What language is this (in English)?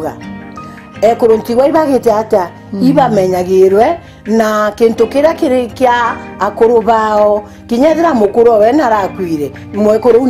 Meru